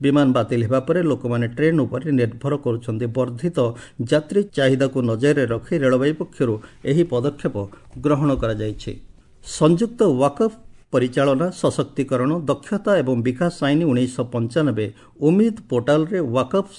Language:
Odia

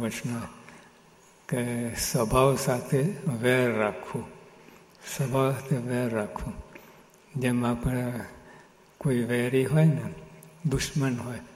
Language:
Gujarati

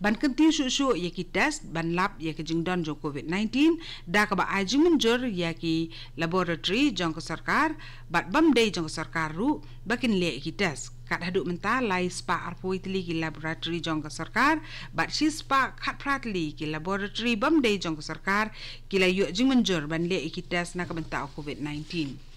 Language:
Khasi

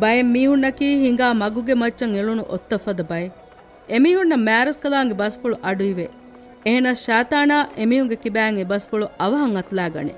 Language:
Divehi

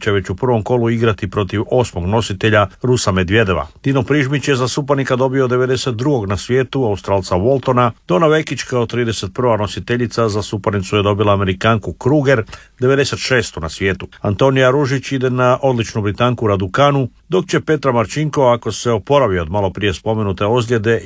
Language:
Croatian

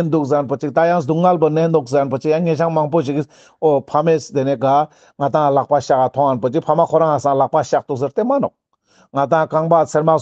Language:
Ladakhi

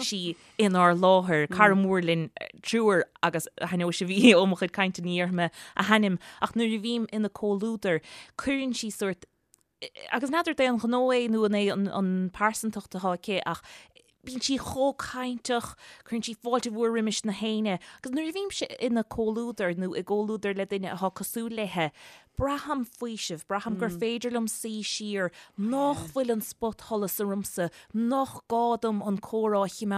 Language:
Irish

